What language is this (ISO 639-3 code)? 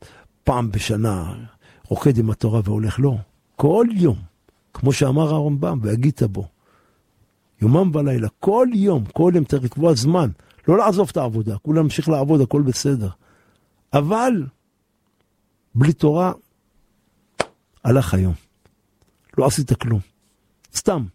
heb